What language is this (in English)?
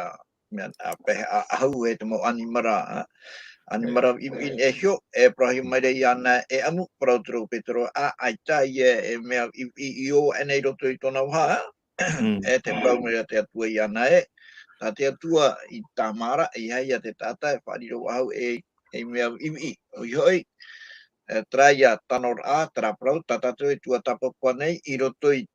Tahitian